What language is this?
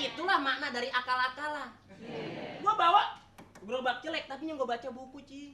Betawi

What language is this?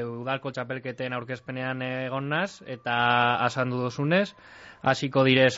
Basque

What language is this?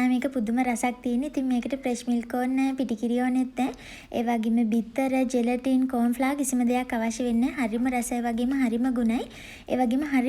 Sinhala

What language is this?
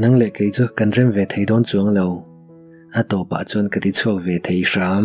Mizo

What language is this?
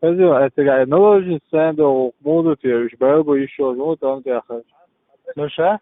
Chechen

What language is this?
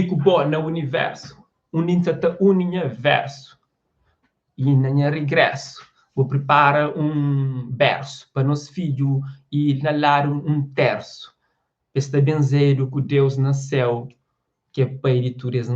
Kabuverdianu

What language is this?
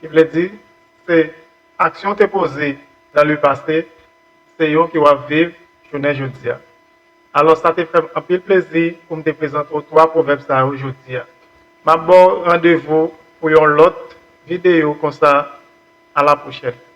Haitian Creole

